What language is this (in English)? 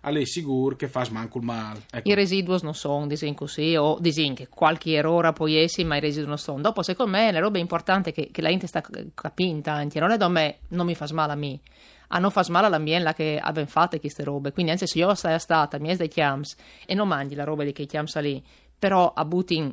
Friulian